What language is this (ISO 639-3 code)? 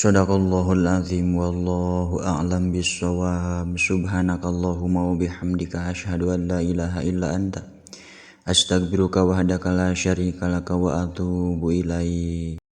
sun